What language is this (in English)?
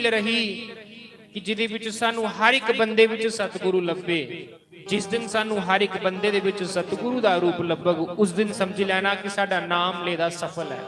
Dogri